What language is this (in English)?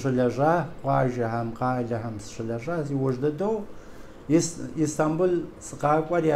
Kabardian